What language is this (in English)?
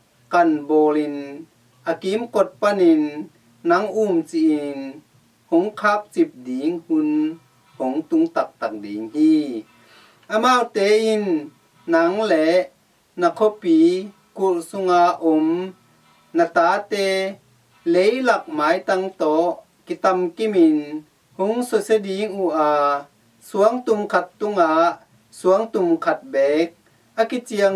Tedim Chin